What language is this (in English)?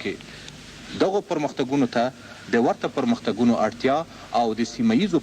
Pashto